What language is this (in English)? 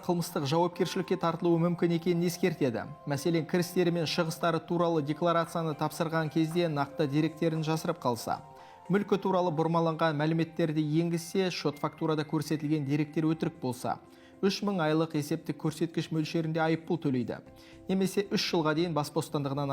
Kazakh